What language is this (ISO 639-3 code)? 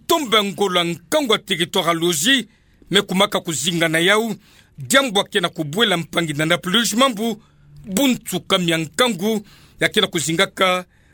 ktu